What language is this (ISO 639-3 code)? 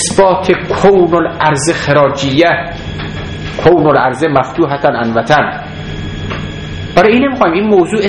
fas